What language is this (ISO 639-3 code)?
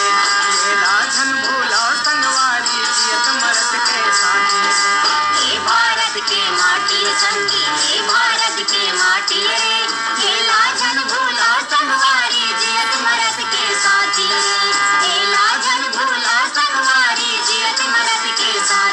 hne